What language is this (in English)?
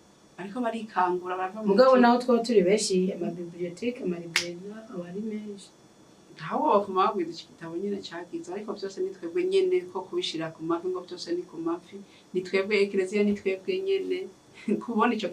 Rundi